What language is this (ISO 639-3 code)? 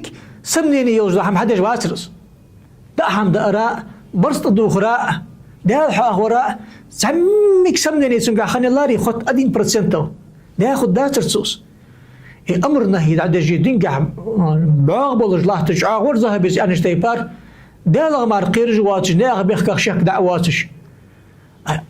inh